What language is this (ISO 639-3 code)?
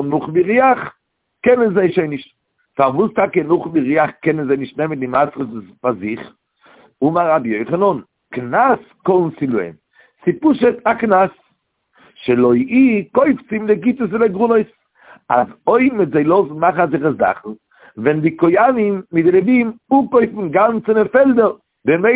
yid